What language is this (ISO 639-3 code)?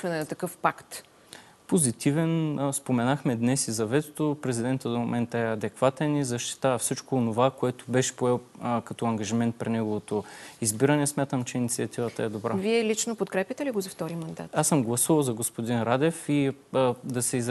bul